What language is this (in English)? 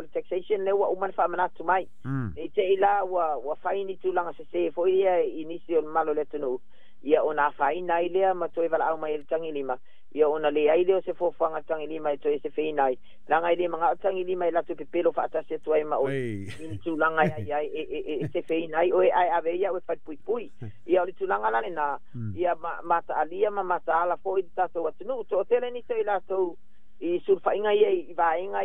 Samoan